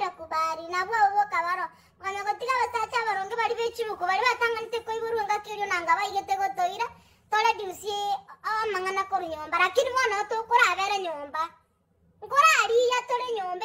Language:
Gusii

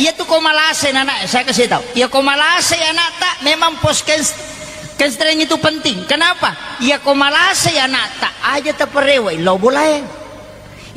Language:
Buginese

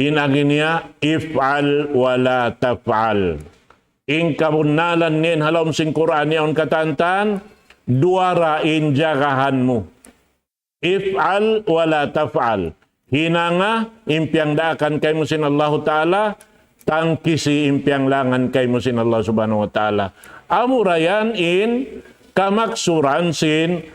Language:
Tausug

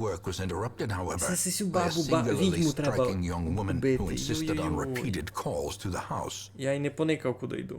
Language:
Rusyn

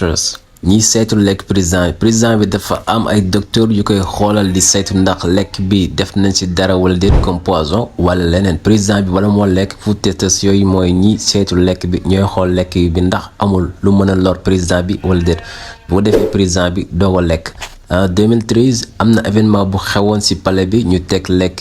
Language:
Wolof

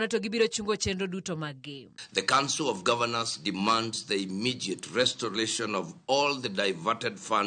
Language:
Luo (Kenya and Tanzania)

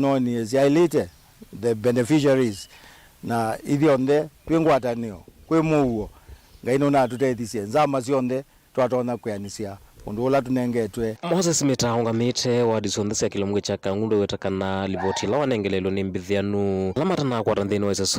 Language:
Kamba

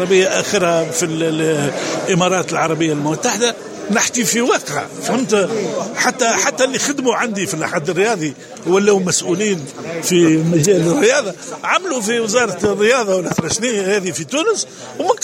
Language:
Tunisian Arabic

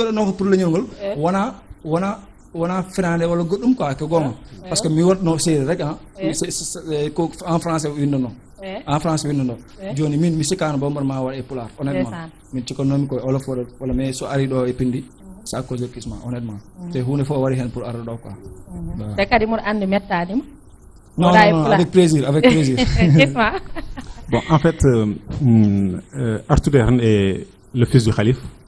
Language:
Fula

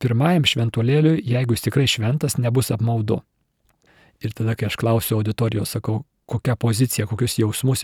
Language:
Lithuanian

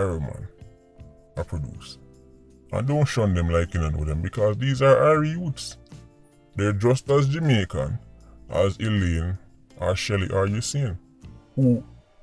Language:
Jamaican Creole English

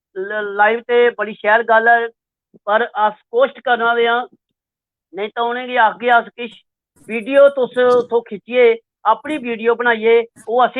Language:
Dogri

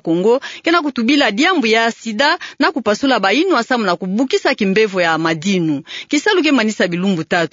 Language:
Kituba (Democratic Republic of Congo)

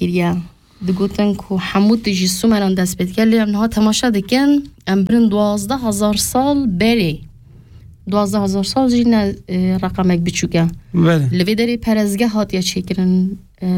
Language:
Kurdish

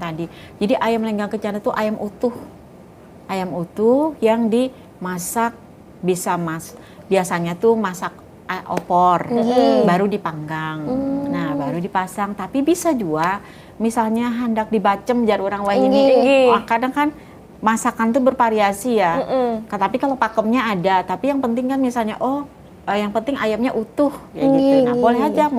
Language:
Banjar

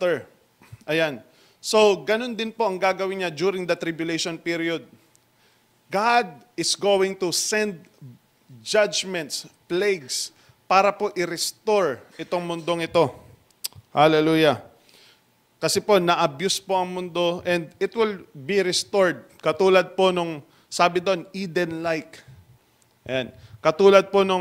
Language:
Filipino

